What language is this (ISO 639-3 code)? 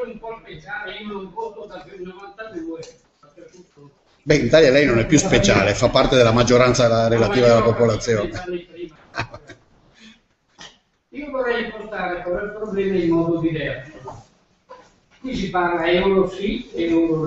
ita